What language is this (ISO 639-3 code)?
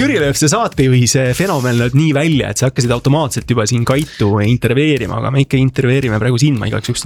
est